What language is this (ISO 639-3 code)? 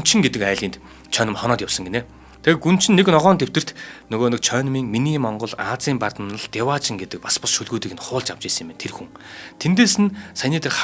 mon